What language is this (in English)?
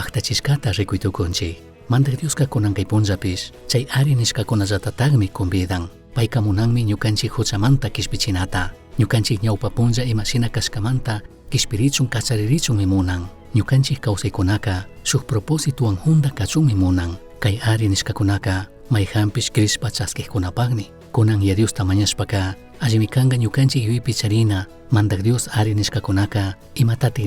Chimborazo Highland Quichua